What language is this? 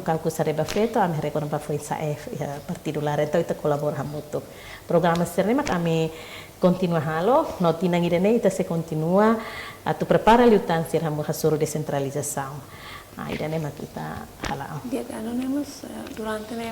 Tetum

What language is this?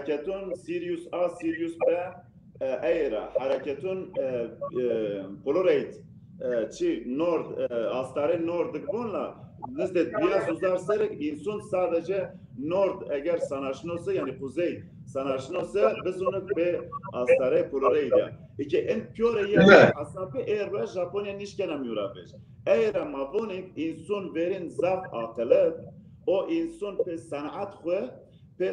Zaza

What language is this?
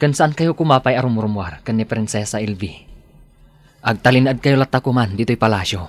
Iloko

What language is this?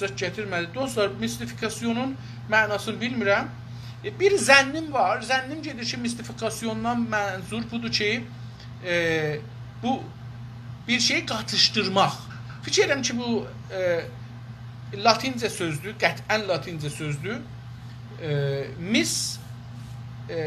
South Azerbaijani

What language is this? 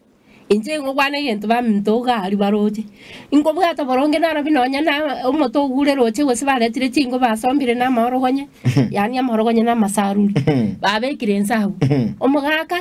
Gusii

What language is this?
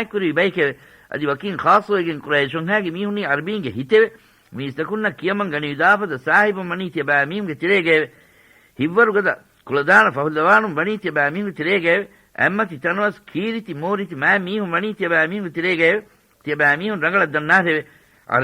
Divehi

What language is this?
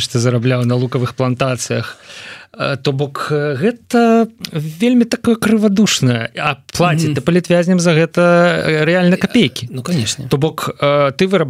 Belarusian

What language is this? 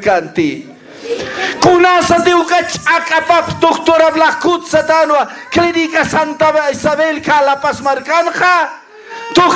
Aymara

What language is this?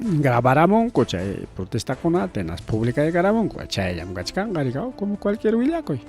Ayacucho Quechua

